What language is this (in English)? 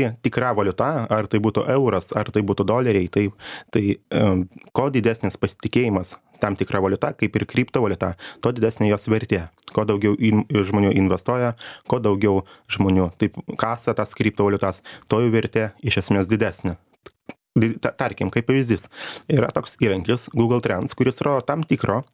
Lithuanian